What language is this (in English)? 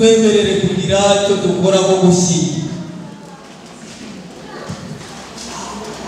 Kinyarwanda